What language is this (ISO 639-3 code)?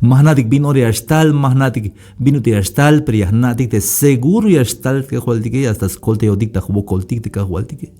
tzh